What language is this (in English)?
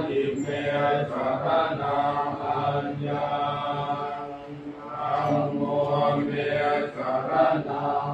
Pali